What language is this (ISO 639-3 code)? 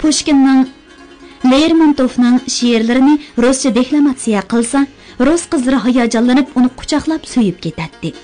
uig